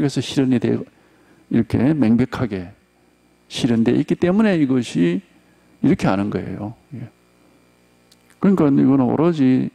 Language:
Korean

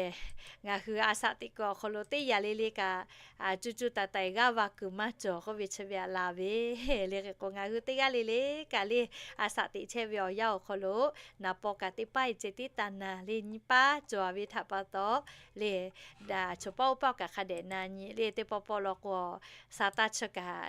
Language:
Lahu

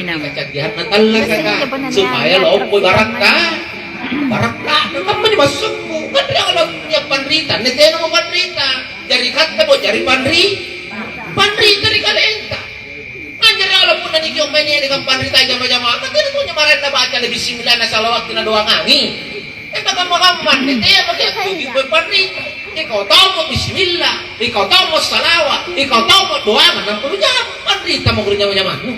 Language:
Makasar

